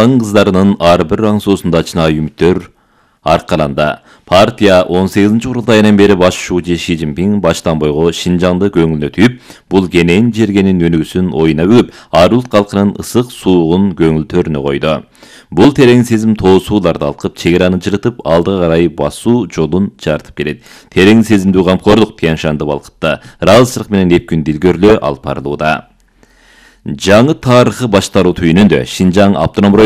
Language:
Kyrgyz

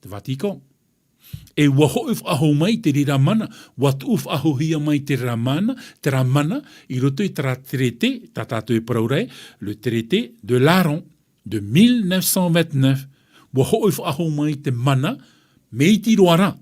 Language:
Tahitian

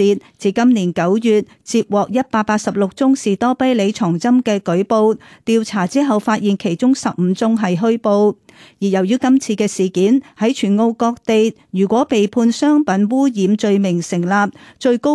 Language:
Cantonese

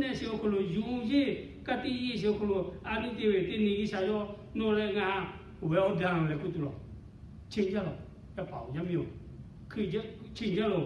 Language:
Lahu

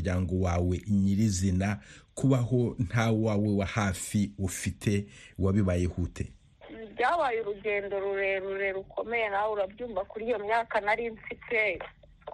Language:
Kinyarwanda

